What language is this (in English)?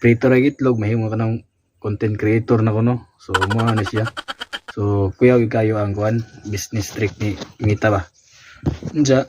Cebuano